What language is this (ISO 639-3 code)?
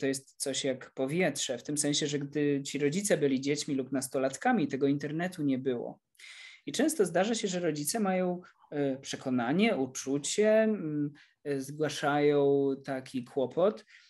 pol